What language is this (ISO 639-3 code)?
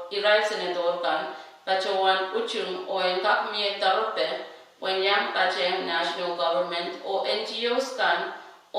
pon